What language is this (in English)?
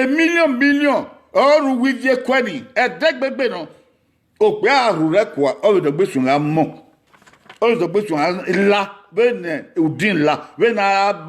Bini